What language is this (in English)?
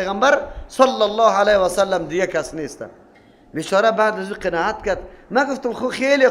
Persian